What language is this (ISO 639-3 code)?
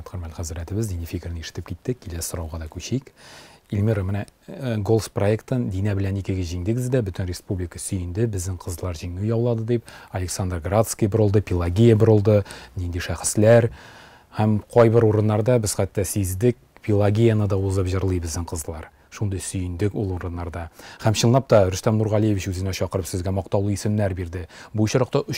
tat